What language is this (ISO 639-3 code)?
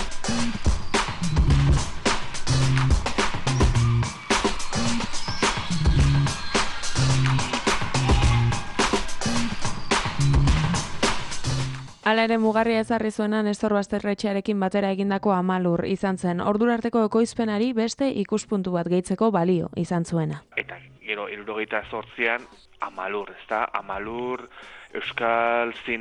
eus